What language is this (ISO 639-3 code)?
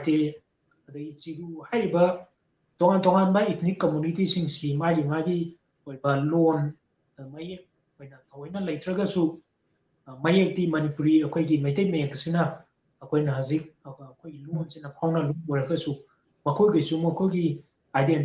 mni